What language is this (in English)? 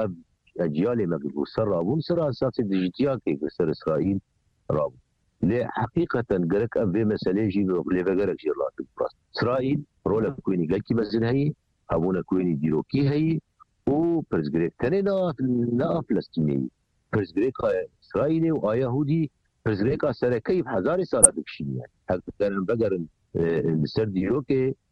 Kurdish